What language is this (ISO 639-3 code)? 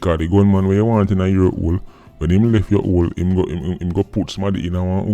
jam